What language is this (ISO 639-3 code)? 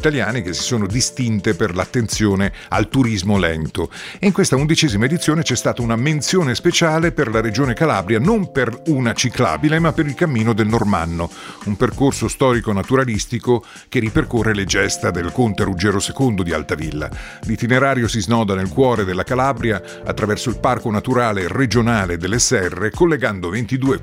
ita